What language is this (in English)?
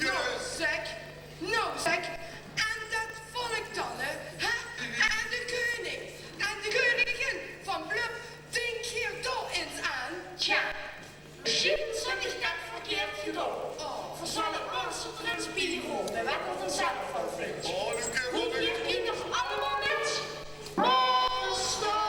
Limburgish